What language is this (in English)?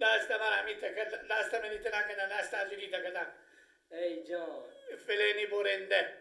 Persian